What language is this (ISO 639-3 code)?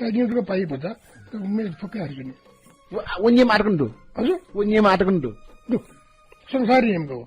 new